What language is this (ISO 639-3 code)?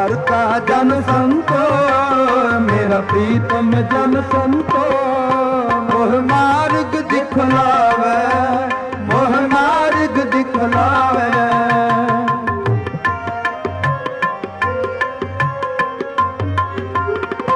pan